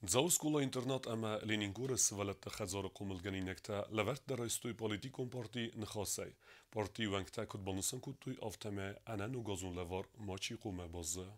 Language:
Ossetic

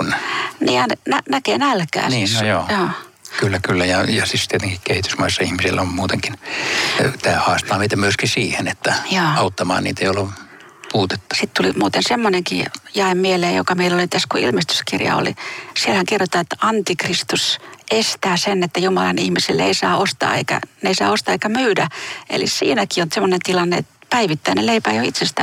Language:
Finnish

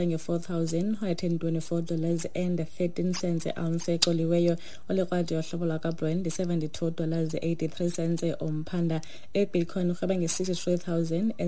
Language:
Xhosa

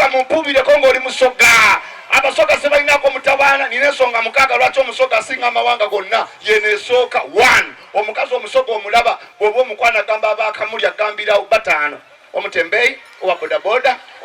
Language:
Ganda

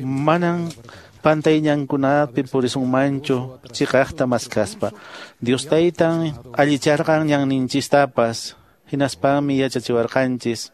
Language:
Quechua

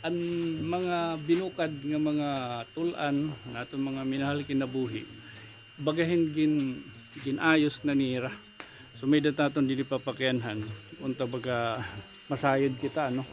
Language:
Waray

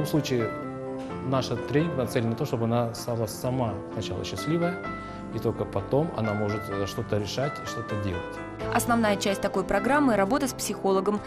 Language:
Russian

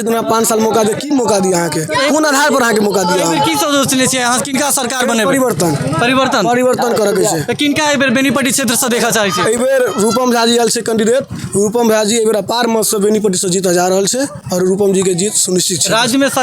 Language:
Maithili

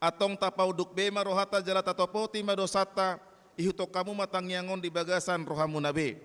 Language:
Batak Toba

